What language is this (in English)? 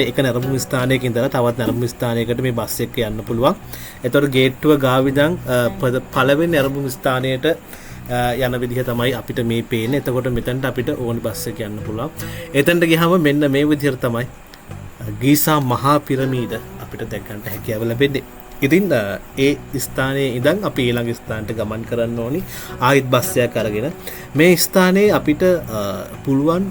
Sinhala